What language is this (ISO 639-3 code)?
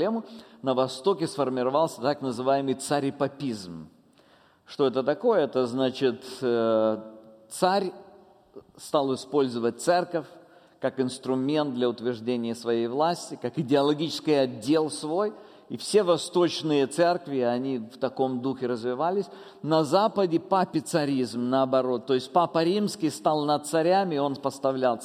rus